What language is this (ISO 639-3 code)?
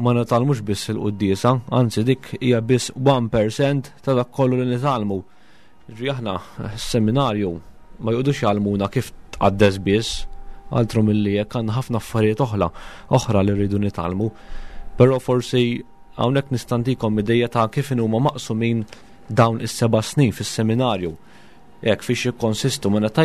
mlt